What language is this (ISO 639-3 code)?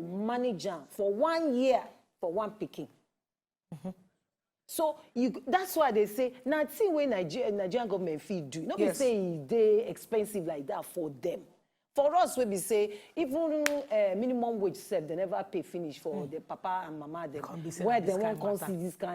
pcm